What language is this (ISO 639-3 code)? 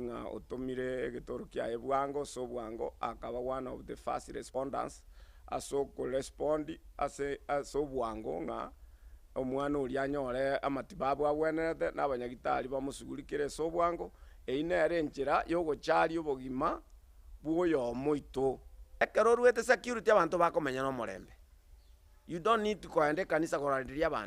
guz